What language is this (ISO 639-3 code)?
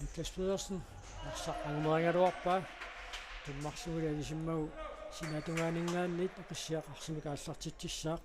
kal